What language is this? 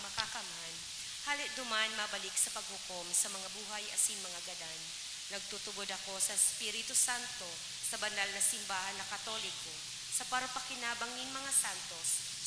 Bikol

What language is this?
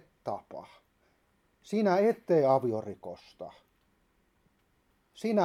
Finnish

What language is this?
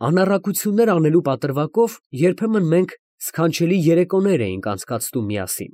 Armenian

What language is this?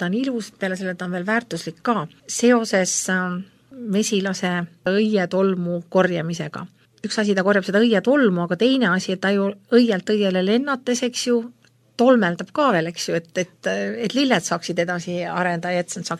Estonian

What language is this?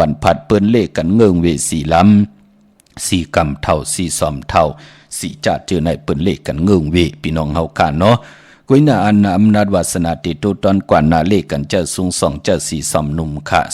Shan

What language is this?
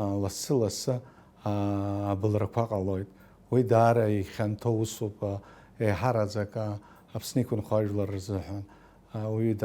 Abkhazian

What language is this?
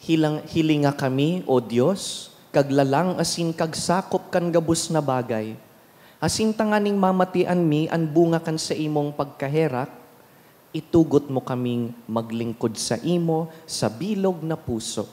Bikol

